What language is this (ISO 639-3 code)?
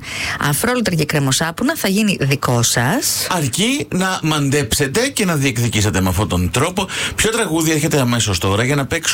ell